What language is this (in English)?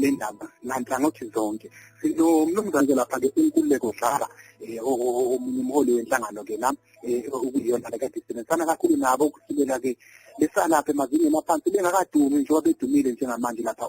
Zulu